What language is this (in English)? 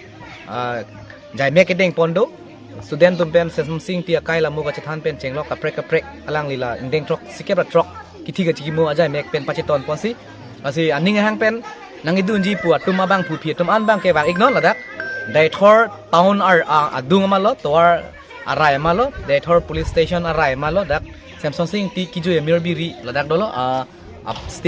Karbi